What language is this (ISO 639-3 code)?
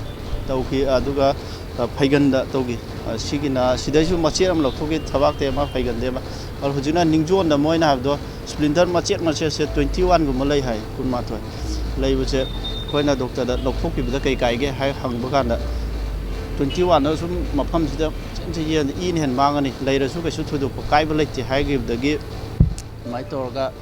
mni